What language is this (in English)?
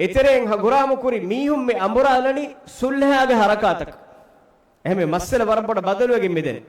Divehi